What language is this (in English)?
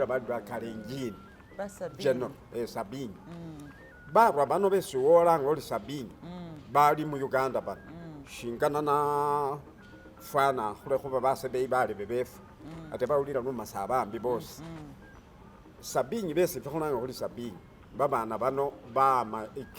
Masaaba